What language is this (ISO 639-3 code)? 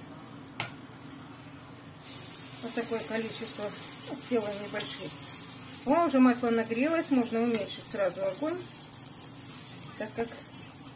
rus